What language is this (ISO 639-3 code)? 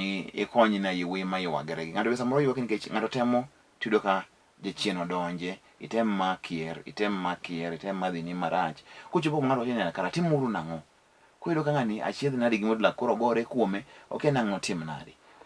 luo